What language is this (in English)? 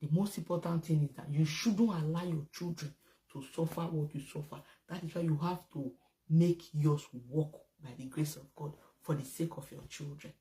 Nigerian Pidgin